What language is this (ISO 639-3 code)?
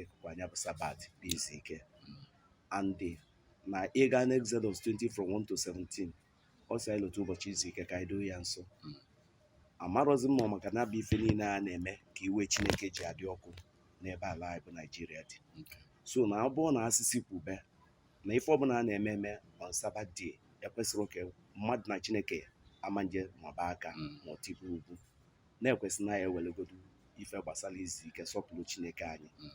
ibo